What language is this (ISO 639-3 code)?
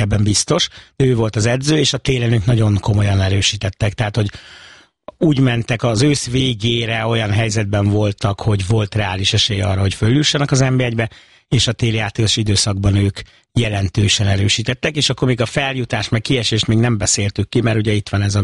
hun